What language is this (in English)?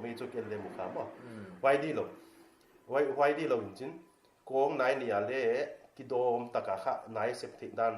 Paite Chin